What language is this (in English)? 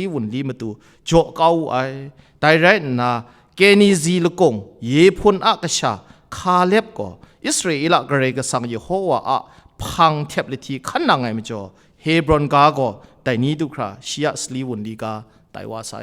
Kachin